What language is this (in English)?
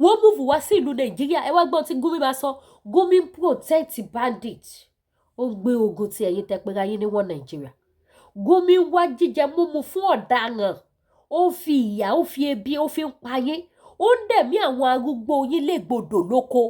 Yoruba